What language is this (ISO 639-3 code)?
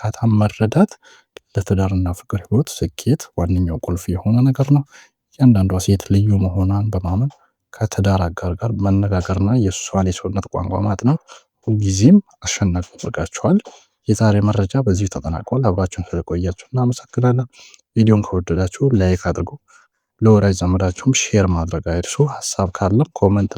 amh